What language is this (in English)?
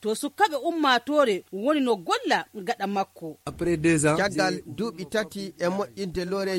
Fula